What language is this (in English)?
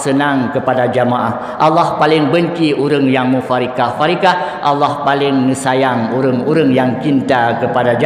Achinese